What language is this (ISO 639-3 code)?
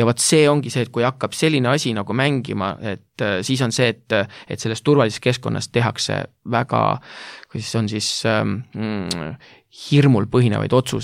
est